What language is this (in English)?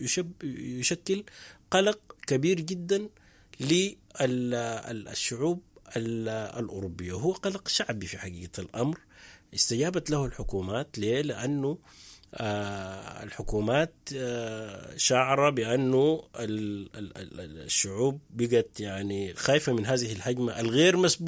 Sudanese Arabic